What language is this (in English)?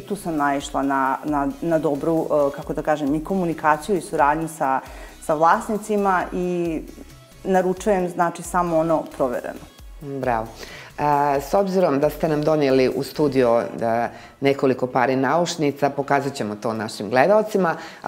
Bosnian